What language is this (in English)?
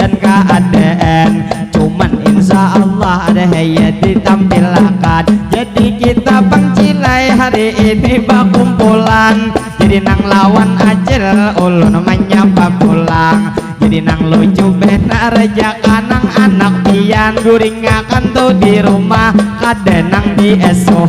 Banjar